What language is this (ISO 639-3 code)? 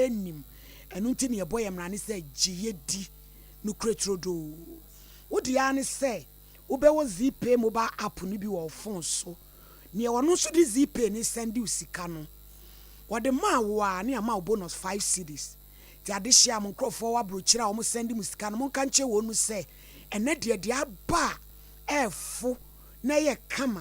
aka